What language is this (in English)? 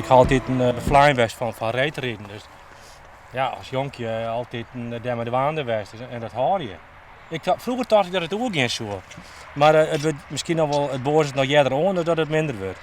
Western Frisian